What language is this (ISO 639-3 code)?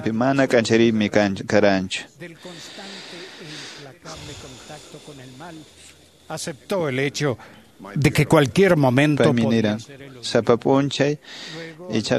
que